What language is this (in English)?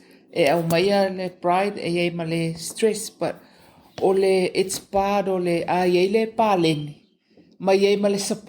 Samoan